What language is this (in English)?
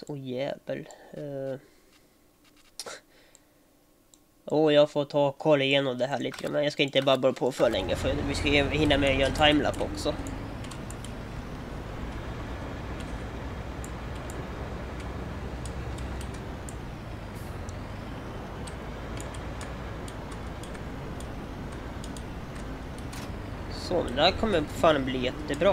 Swedish